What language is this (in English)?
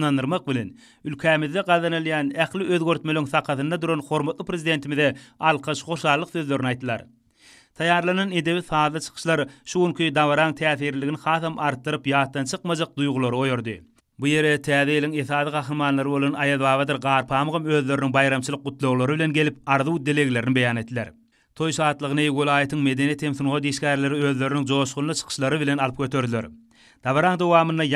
Turkmen